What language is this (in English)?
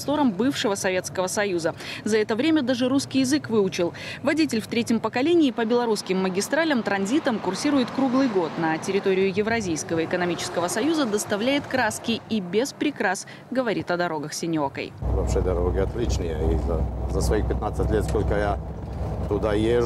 Russian